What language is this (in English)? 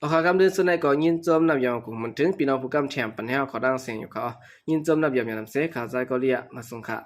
Shan